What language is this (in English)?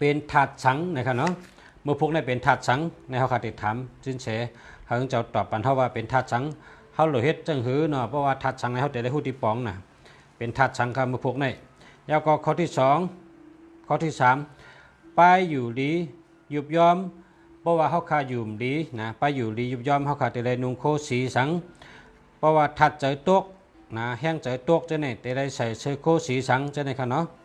Shan